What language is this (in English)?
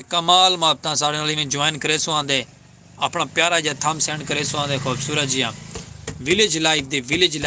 Saraiki